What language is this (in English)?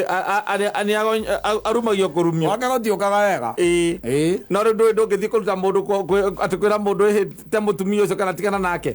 Kikuyu